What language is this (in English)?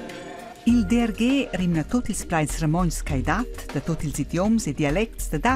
Romansh